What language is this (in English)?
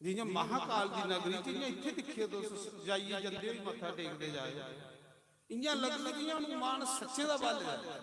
Dogri